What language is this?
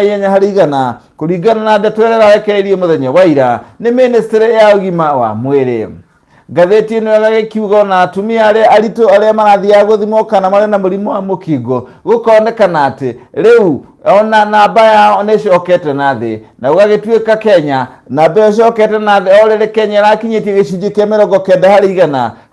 Kikuyu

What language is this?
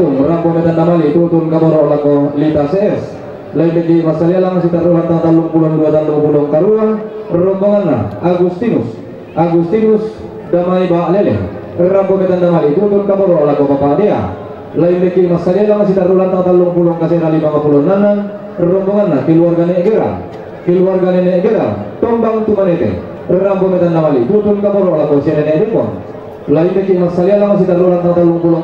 Toraja-Sa'dan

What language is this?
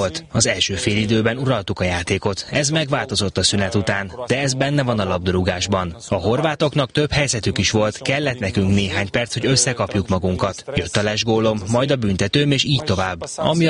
Hungarian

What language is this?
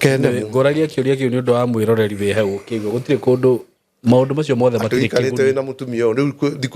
Kikuyu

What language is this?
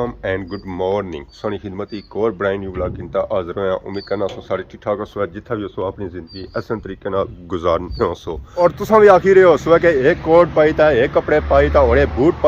Pahari-Potwari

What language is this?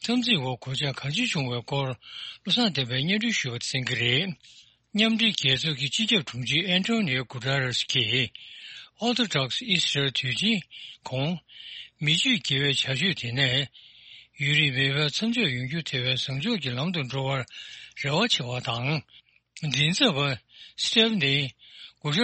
Tibetan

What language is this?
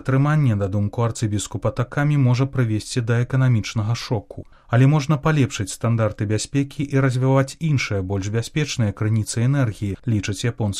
Belarusian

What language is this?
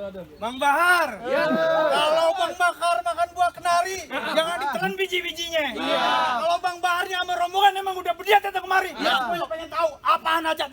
Betawi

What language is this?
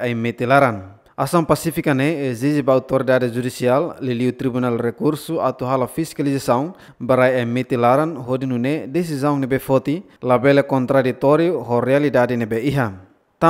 Tetum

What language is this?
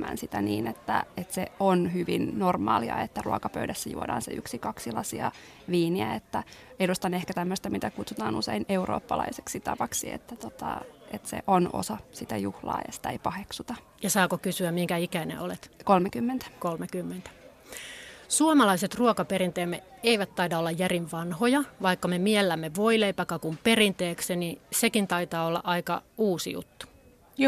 Finnish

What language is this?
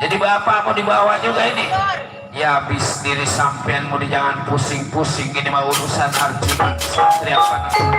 Betawi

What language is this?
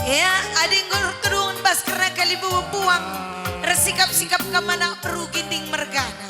Batak Karo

